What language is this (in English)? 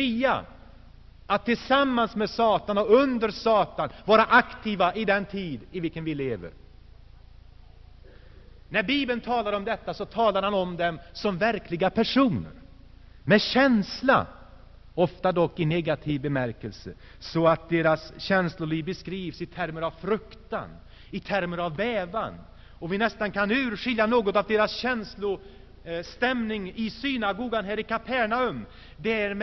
Swedish